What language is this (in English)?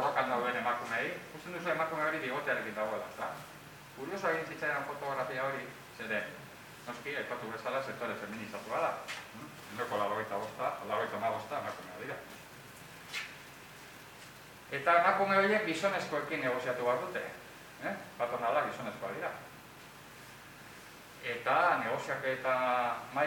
Basque